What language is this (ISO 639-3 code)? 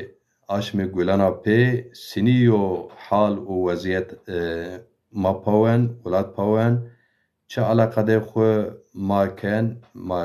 zza